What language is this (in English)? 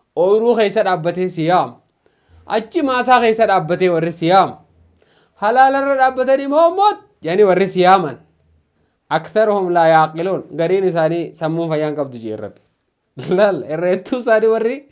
Oromo